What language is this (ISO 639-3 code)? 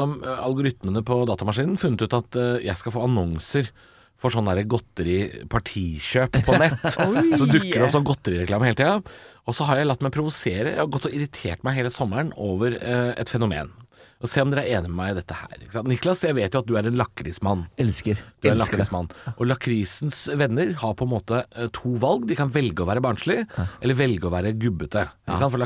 nor